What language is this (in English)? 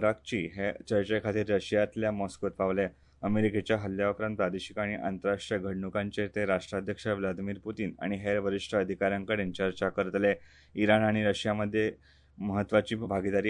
Konkani